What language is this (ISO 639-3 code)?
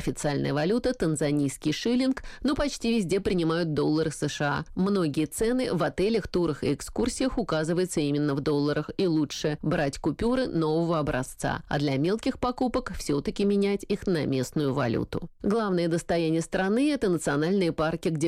rus